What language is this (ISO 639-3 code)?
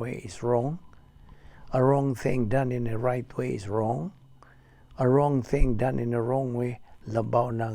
ceb